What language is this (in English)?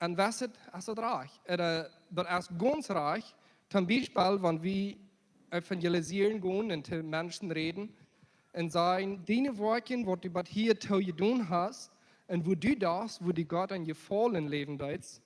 Plautdietsch